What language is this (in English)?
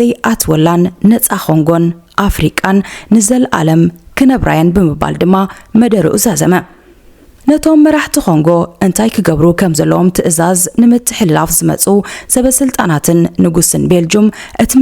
Tigrinya